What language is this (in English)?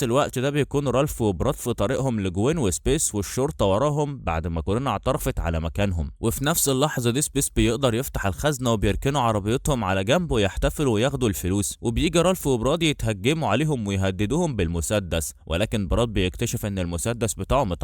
Egyptian Arabic